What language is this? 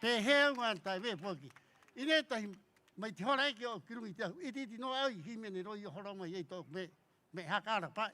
Rapanui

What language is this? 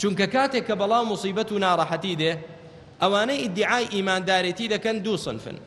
Central Kurdish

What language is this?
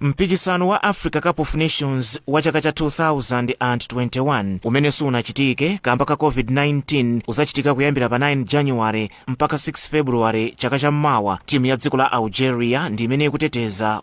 Nyanja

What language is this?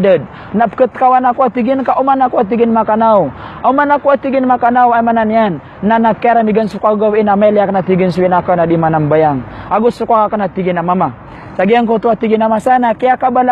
Maranao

